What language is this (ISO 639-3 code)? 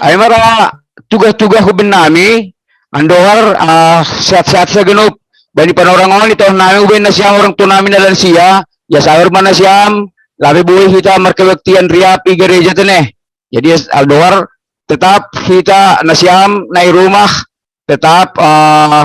bts